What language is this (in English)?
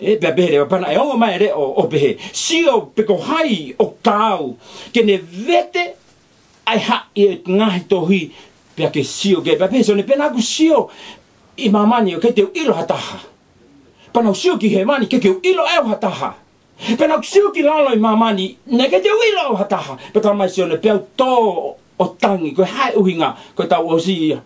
Tongan